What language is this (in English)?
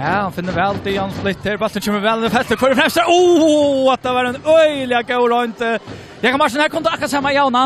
Faroese